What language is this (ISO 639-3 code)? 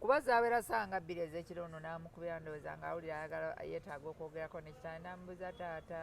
lug